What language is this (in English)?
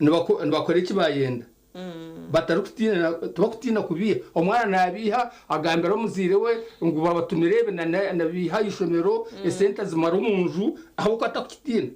Nyankole